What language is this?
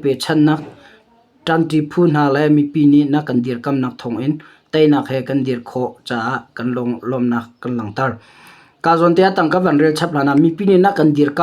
Hakha Chin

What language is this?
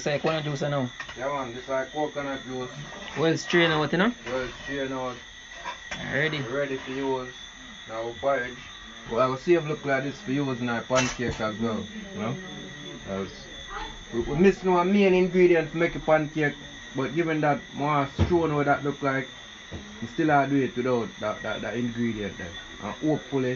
Jamaican Creole English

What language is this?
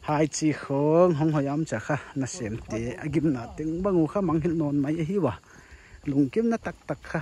Paite Chin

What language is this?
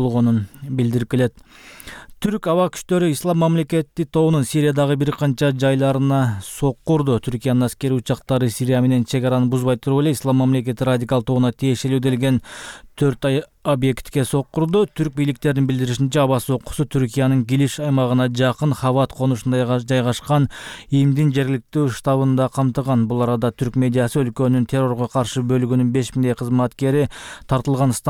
Kyrgyz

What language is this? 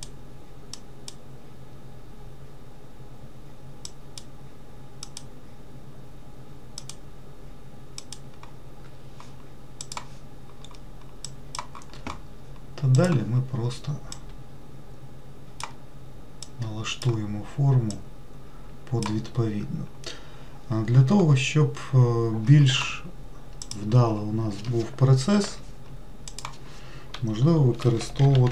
Ukrainian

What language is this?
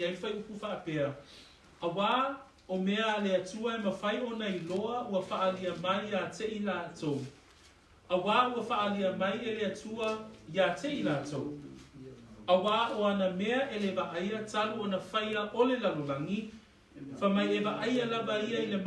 Samoan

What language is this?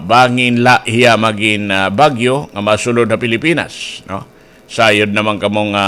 Waray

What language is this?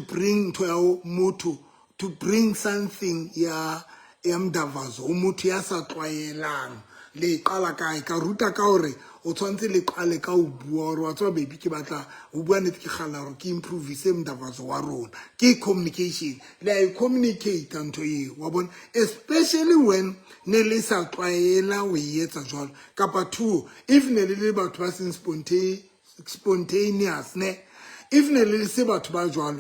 Southern Sotho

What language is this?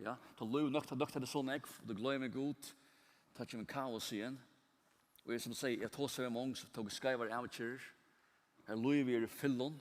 Faroese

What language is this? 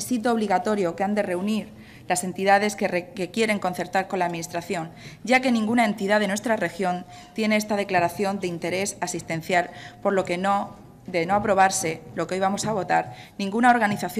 Spanish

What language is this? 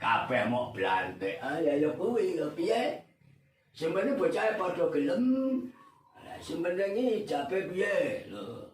Javanese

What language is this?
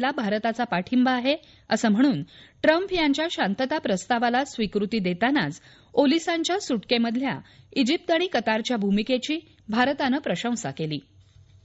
Marathi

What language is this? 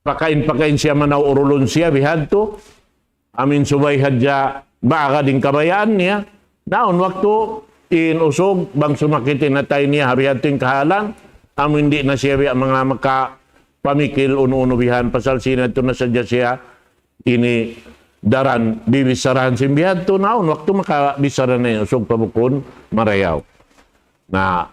Tausug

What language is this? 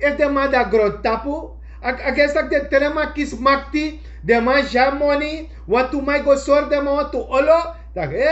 Sranan Tongo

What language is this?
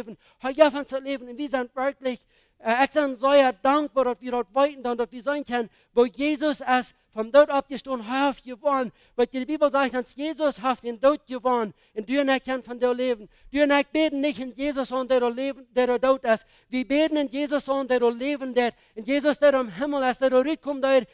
Plautdietsch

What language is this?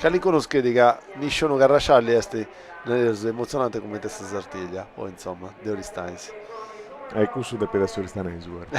Sardinian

